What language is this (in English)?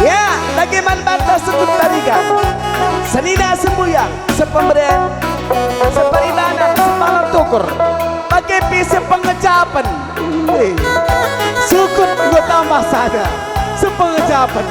Batak Karo